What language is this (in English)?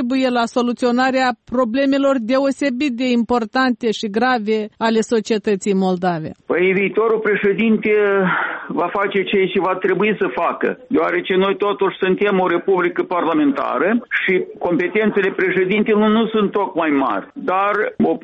Romanian